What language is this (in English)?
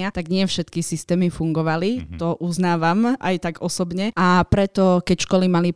Slovak